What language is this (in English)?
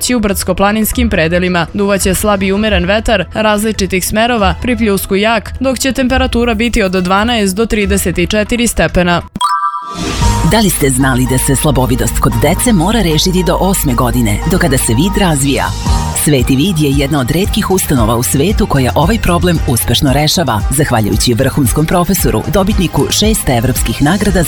Serbian